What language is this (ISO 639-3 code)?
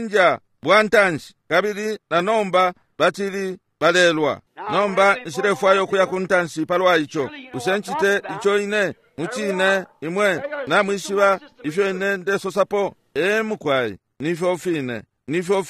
bem